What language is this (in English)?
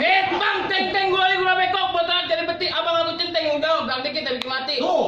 Betawi